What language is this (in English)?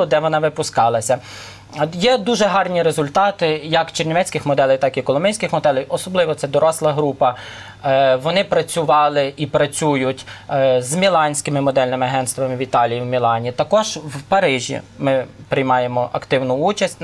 Ukrainian